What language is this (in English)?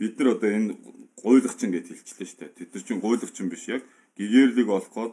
Mongolian